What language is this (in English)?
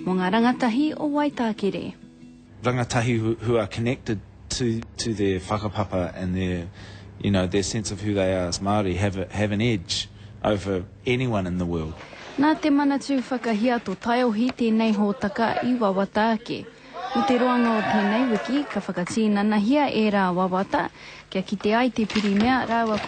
Māori